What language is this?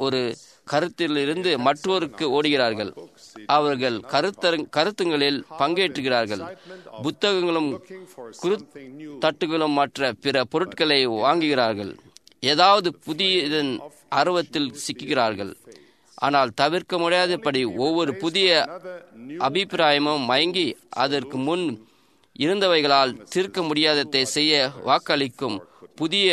Tamil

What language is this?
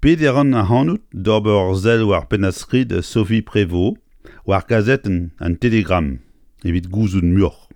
Breton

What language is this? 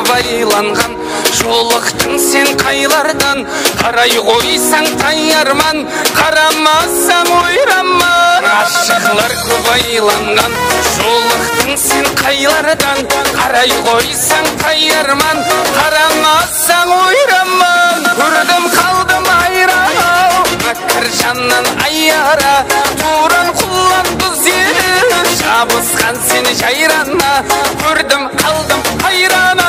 Kara-Kalpak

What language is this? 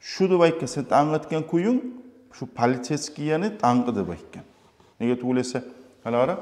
Kumyk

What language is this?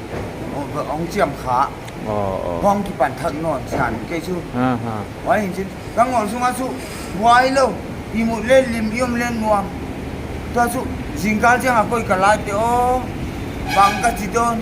Paite Chin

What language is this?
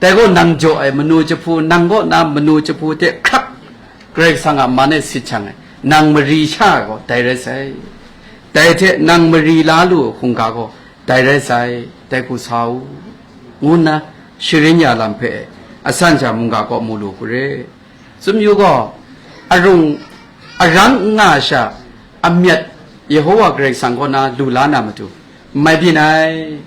Kachin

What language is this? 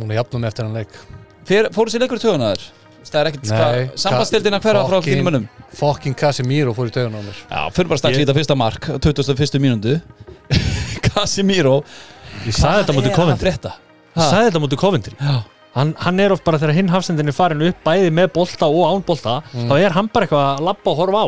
Icelandic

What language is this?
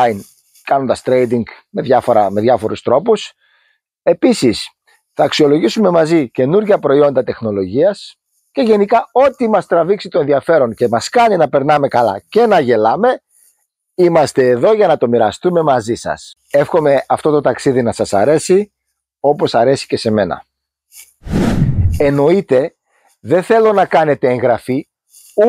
Greek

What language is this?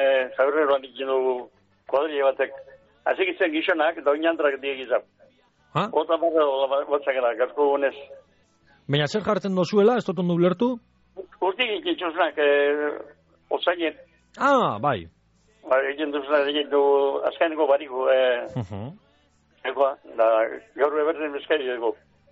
Basque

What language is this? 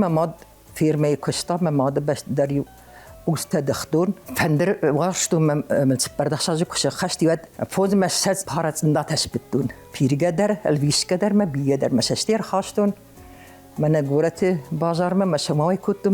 Ossetic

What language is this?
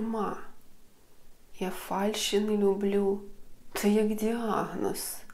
Ukrainian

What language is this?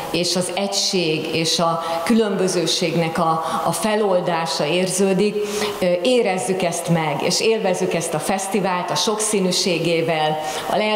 Hungarian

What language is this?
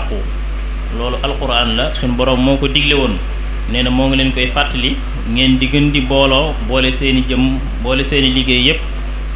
Wolof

